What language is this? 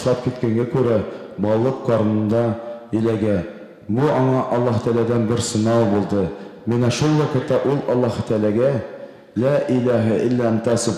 Tatar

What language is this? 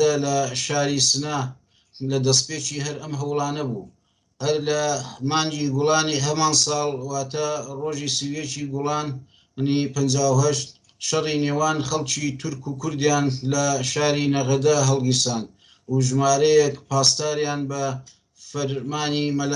Central Kurdish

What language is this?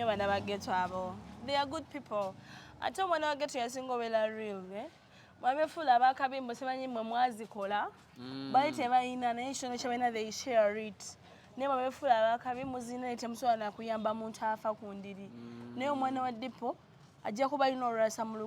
Ganda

